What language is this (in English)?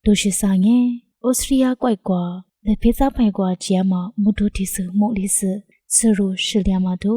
Lisu